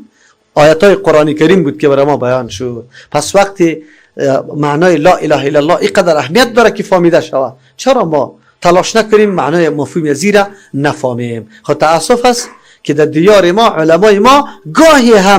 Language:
Persian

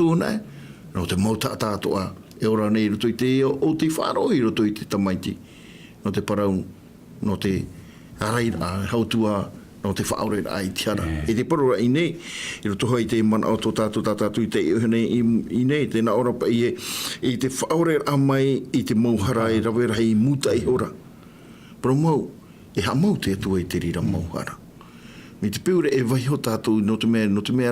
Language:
Tahitian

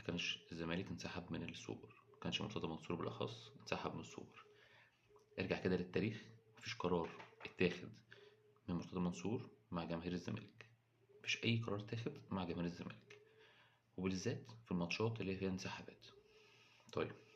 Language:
Egyptian Arabic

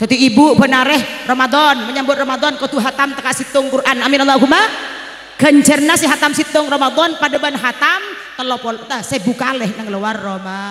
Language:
Madurese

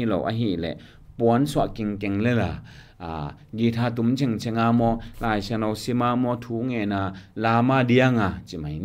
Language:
Tedim Chin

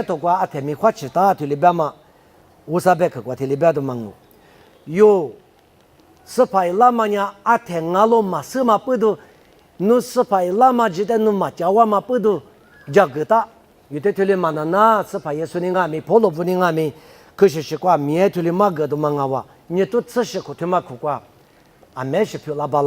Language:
Lisu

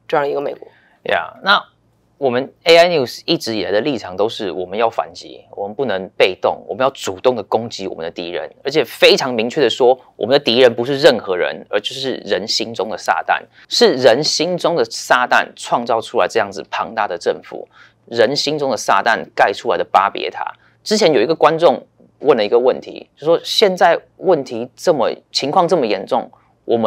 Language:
Chinese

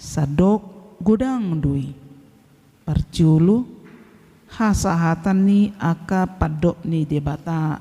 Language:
Batak Toba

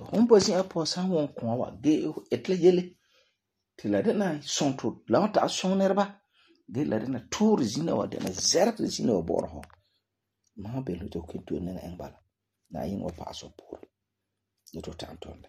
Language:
Frafra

